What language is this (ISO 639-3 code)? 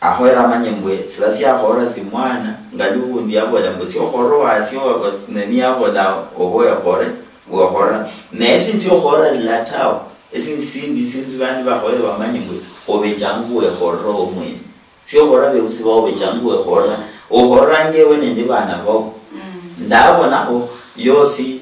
luy